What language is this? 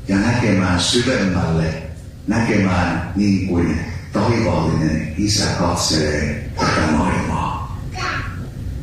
Finnish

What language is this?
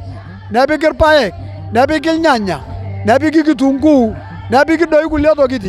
Masai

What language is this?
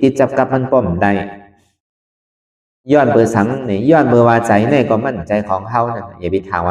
Shan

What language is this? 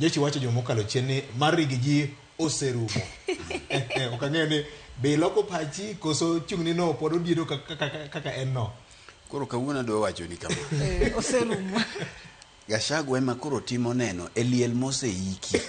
Luo (Kenya and Tanzania)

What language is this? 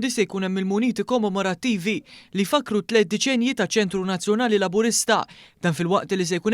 Maltese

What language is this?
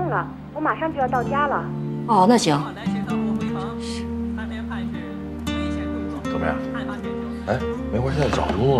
Chinese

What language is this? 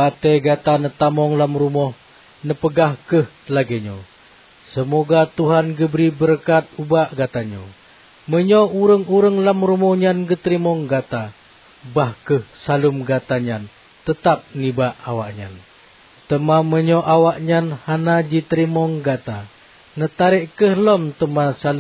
Achinese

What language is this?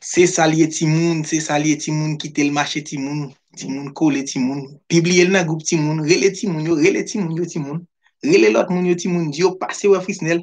Haitian Creole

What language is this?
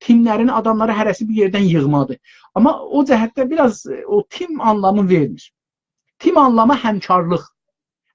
South Azerbaijani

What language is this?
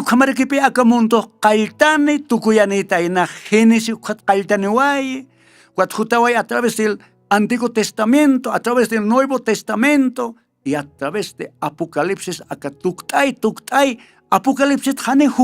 Aymara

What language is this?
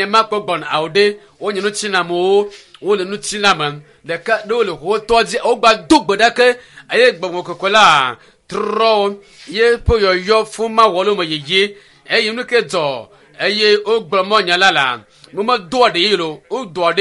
Ewe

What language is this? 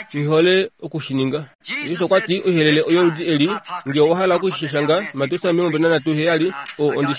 Kuanyama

